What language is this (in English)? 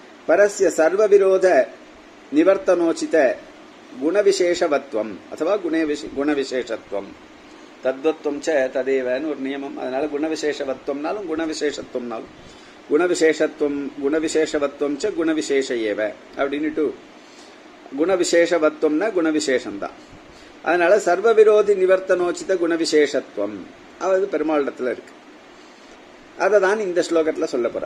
Tamil